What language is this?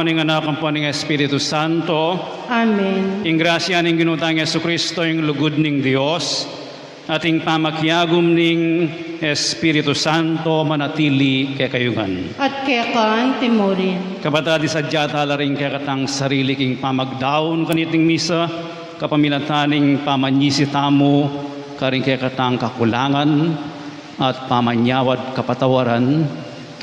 Pampanga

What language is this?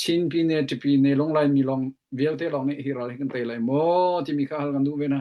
Hakha Chin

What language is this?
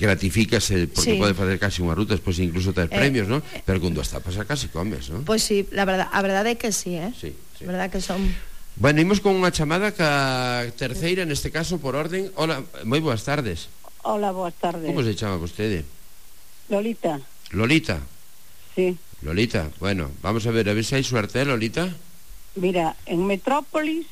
Galician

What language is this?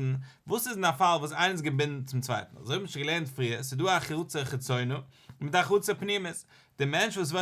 Yiddish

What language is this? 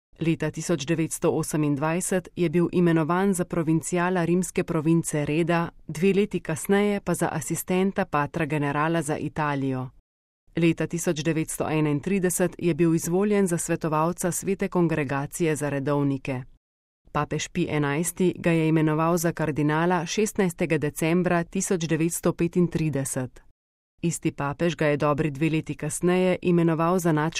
Slovenian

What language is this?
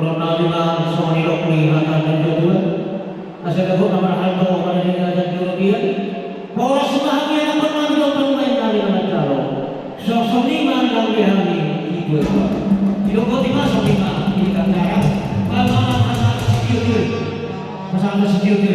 Batak Toba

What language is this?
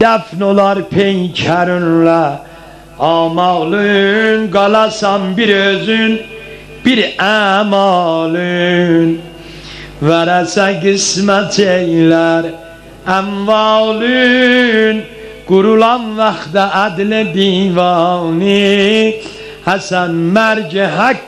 South Azerbaijani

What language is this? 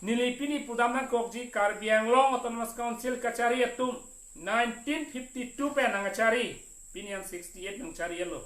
Karbi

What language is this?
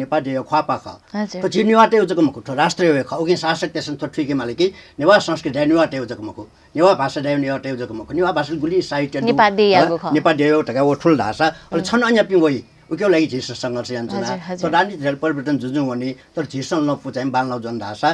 Newari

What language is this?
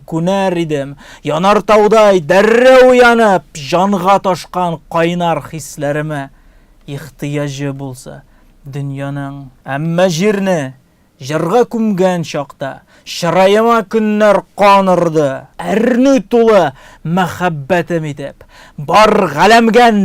Tatar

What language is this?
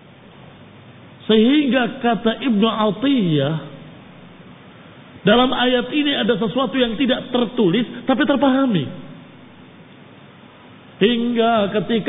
Indonesian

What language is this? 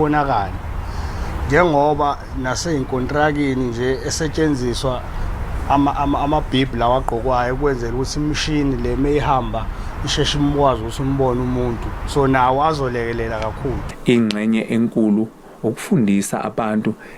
Zulu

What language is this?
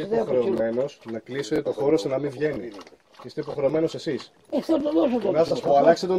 Greek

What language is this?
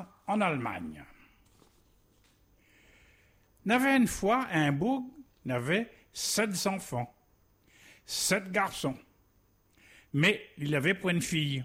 French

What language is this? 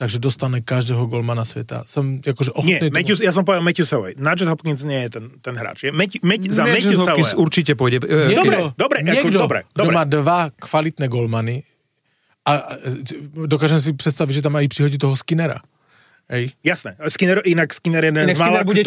Slovak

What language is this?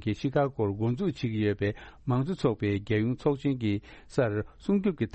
Tibetan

